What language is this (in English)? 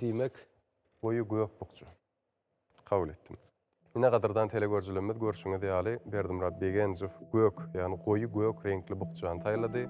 Turkmen